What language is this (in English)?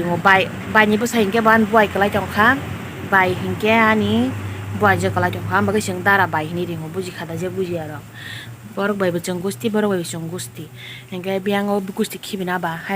Kok Borok